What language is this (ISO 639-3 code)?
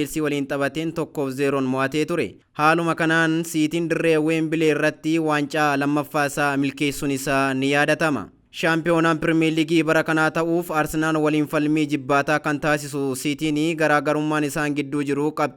orm